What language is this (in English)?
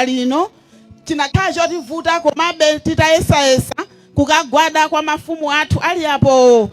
Nyanja